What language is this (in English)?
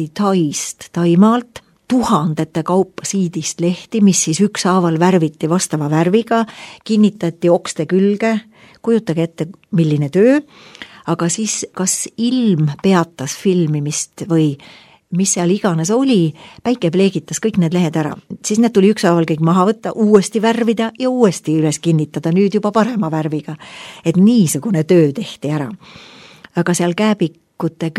Estonian